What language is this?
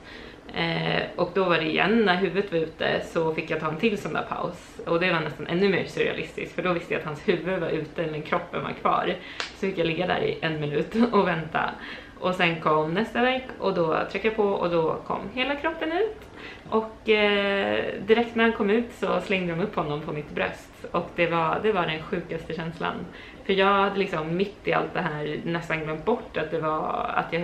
Swedish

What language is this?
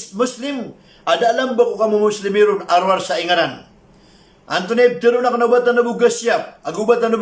Maranao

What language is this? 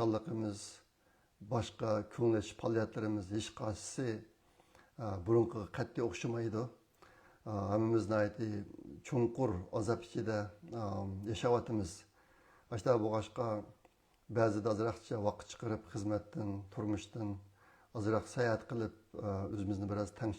Uyghur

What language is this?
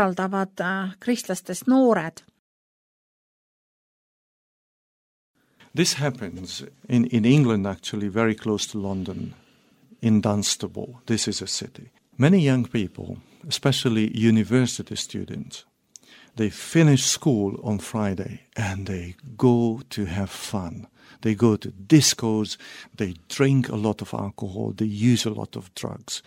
Estonian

